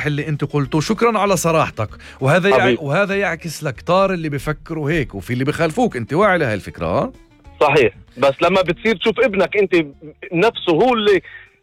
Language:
North Levantine Arabic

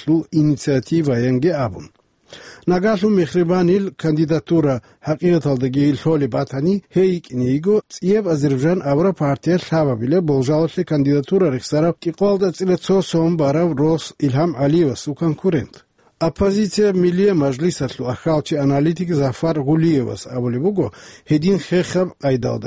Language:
Avaric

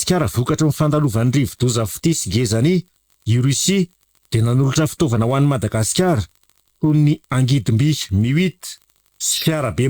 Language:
Malagasy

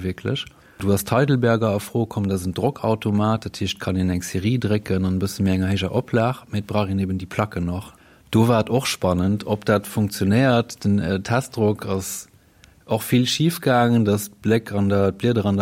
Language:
Luxembourgish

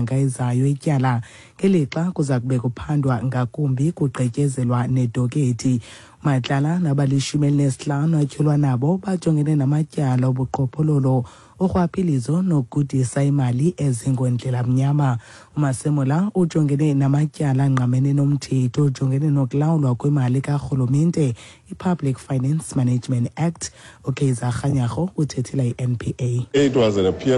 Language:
Xhosa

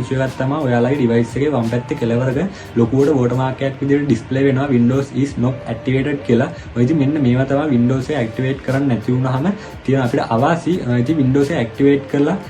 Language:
Sinhala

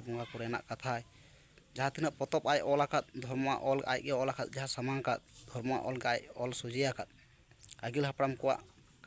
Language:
Santali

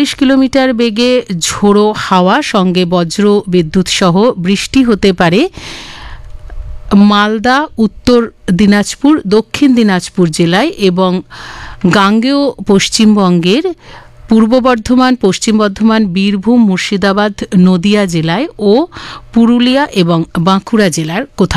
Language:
Bangla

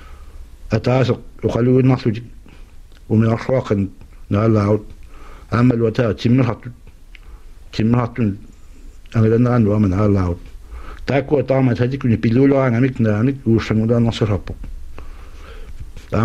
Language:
Kalaallisut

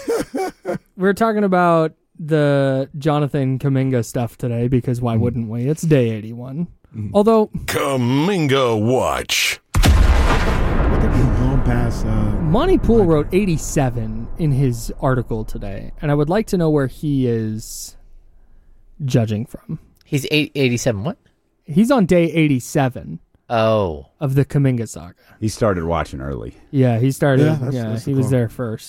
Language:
English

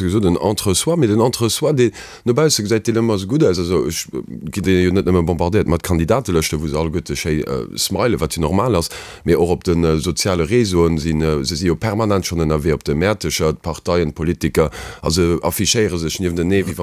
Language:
Luxembourgish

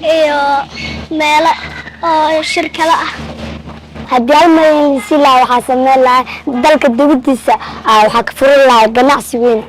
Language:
Somali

